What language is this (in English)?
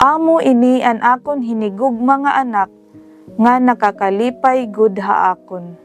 Waray